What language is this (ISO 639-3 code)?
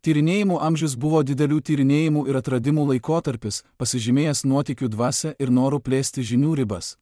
lit